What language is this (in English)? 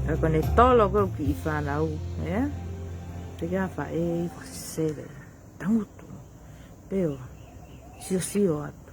Tongan